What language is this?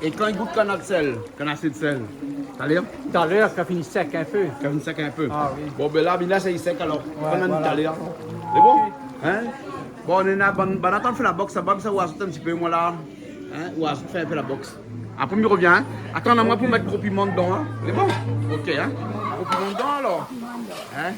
Réunion Creole French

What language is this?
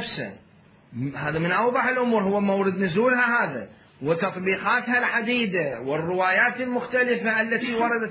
Mesopotamian Arabic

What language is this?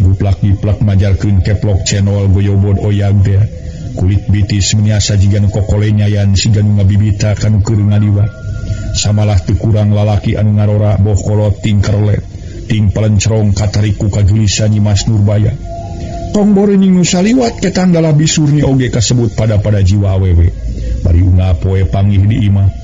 Sundanese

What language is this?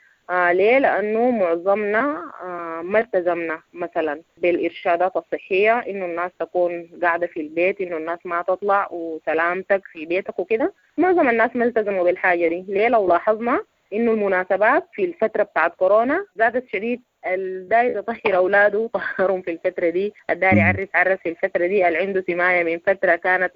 Sudanese Arabic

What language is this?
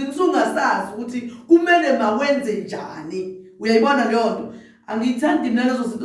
Zulu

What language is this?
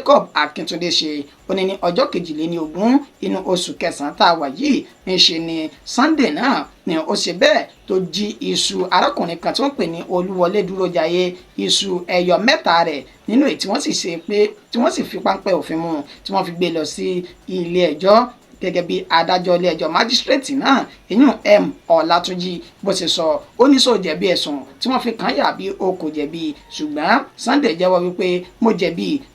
Yoruba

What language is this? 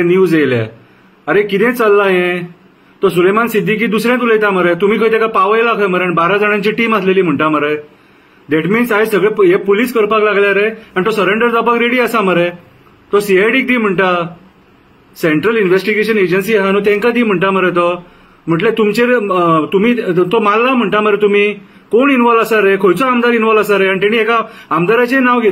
Konkani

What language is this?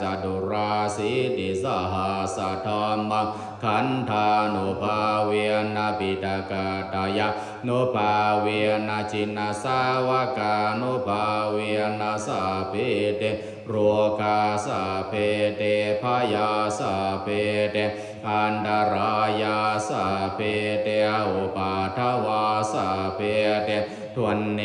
Pali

